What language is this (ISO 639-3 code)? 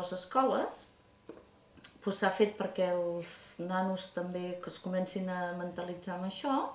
cat